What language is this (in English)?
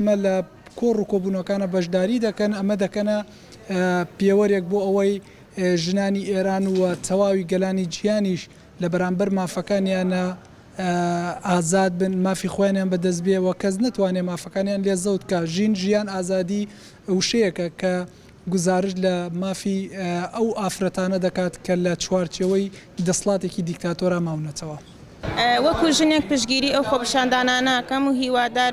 Central Kurdish